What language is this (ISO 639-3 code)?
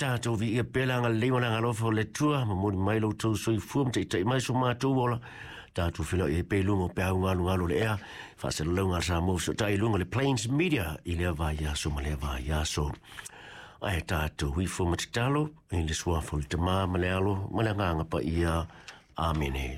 smo